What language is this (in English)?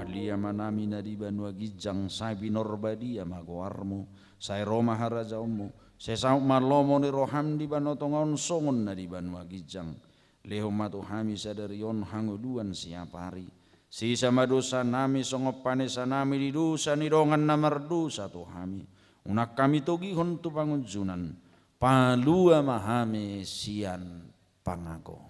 Batak Toba